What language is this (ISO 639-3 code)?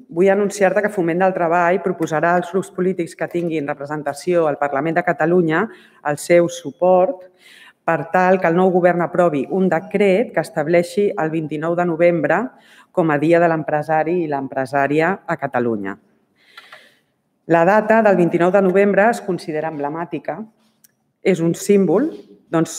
cat